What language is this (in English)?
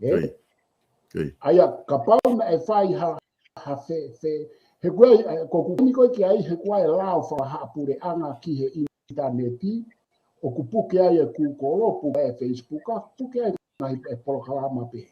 Tongan